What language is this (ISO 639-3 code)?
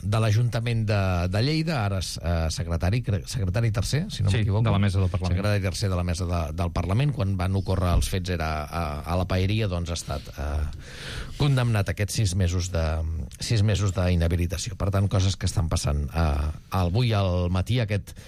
cat